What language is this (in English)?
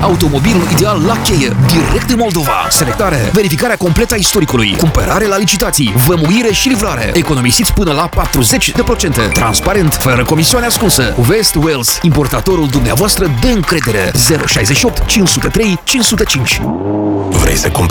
Romanian